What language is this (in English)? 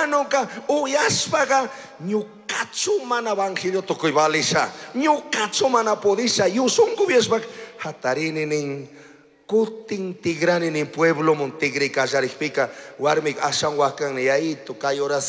Chimborazo Highland Quichua